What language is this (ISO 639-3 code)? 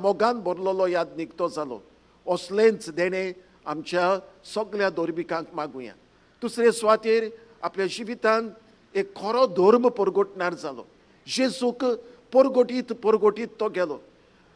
kok